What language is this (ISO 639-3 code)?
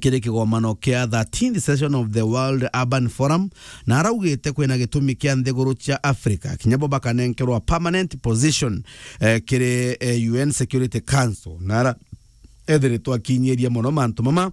mer